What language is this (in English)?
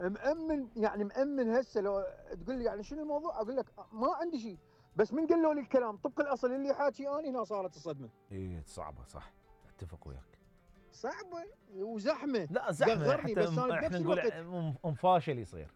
Mesopotamian Arabic